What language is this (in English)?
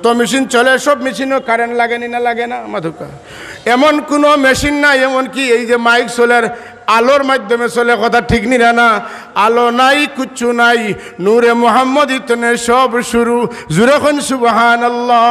Sylheti